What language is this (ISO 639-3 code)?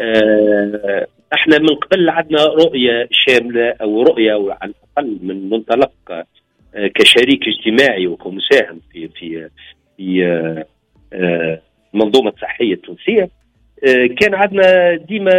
aeb